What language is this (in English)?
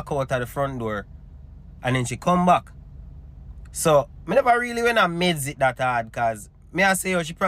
Jamaican Creole English